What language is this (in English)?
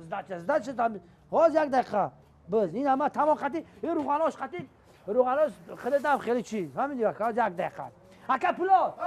Tajik